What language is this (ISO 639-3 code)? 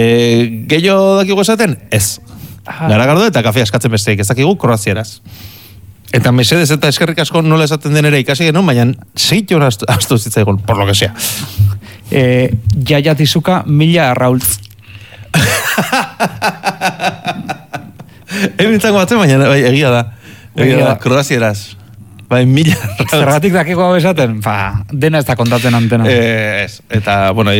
eus